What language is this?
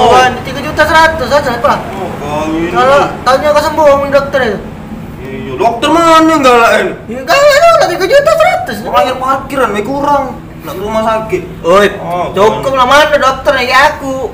Musi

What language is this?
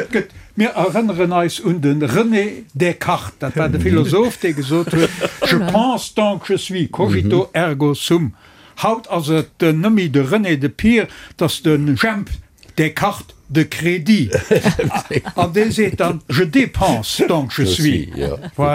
Luxembourgish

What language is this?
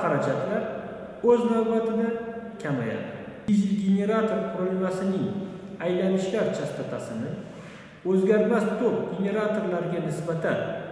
Uzbek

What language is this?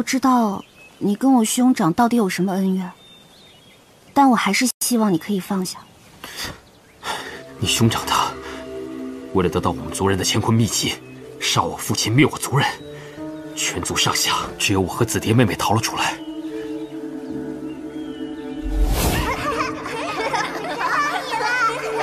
Chinese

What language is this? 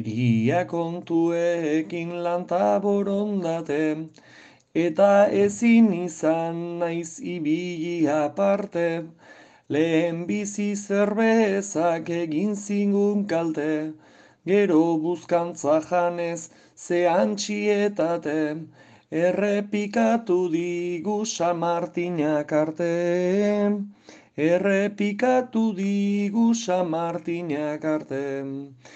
Basque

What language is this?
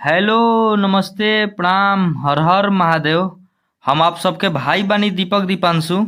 Bhojpuri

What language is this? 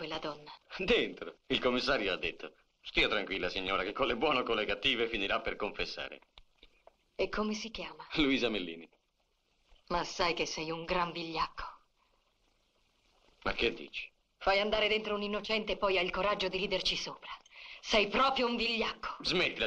Italian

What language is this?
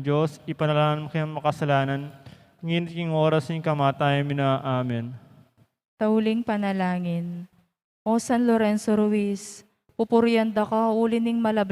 Pampanga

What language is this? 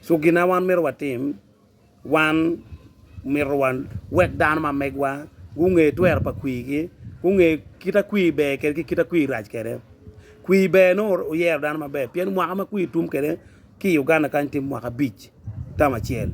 Acoli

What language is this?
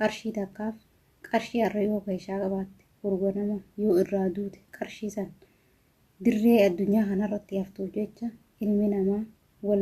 Oromo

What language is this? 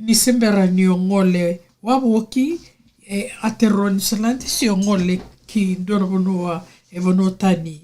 Fijian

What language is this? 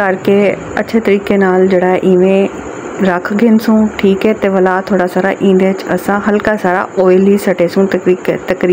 Saraiki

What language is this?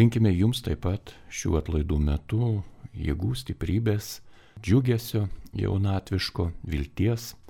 Lithuanian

